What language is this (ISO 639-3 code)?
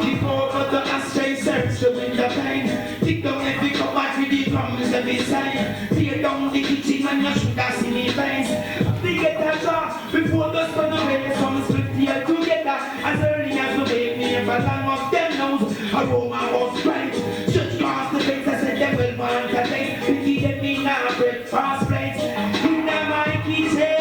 jam